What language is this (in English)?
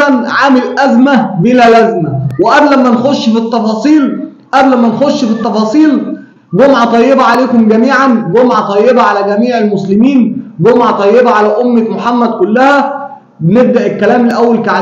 Egyptian Arabic